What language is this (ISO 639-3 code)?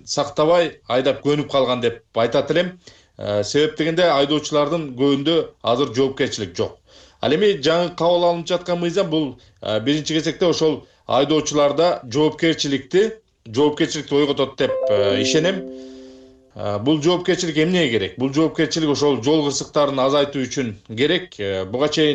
kir